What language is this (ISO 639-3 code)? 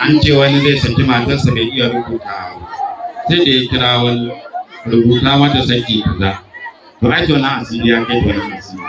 hau